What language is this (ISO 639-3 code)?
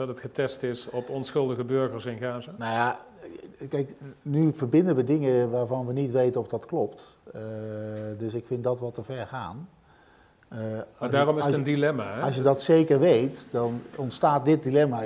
nld